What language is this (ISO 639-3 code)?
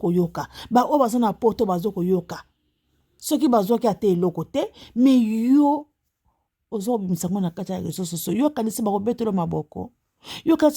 lin